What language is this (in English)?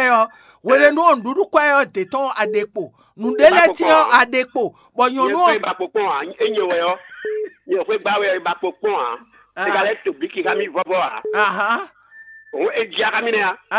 Fon